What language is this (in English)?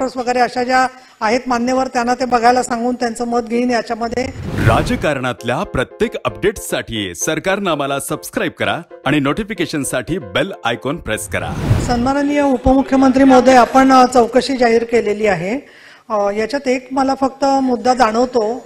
Marathi